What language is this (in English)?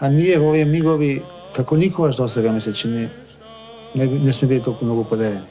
Macedonian